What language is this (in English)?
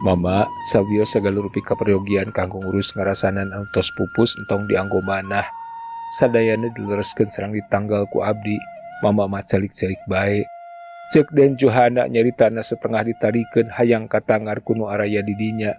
Sundanese